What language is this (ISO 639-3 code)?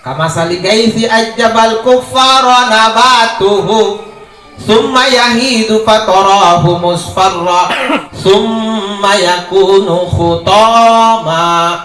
mak